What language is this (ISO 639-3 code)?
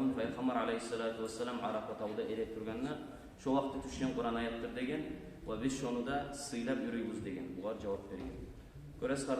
kum